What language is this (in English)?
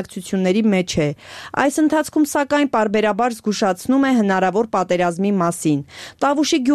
Armenian